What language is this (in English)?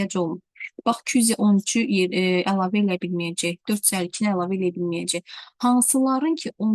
Azerbaijani